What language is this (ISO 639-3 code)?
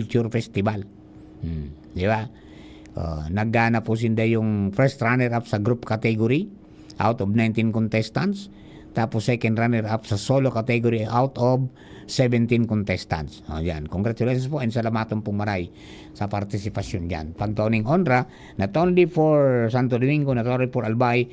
bik